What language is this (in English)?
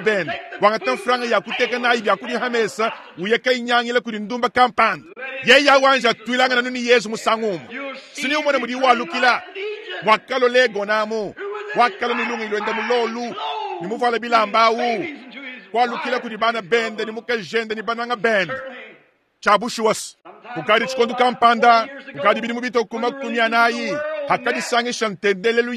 Luba-Lulua